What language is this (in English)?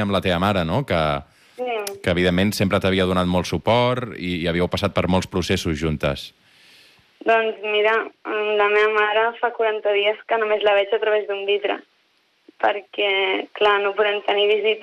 Catalan